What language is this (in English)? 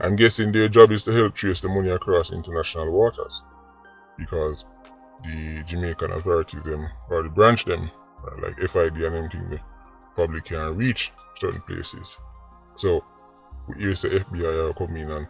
Jamaican Creole English